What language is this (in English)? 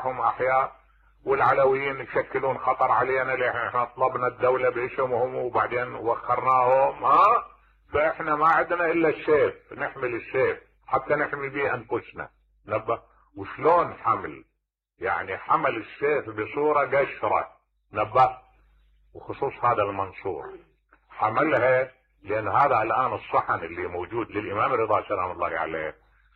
Mesopotamian Arabic